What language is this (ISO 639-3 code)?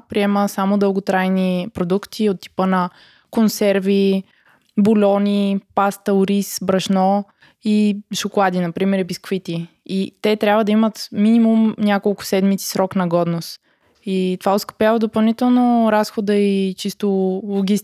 bul